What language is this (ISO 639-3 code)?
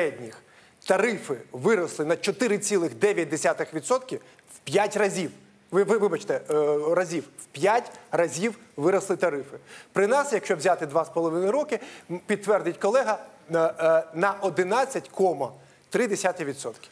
ukr